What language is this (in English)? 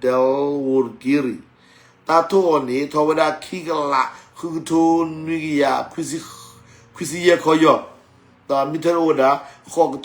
S'gaw Karen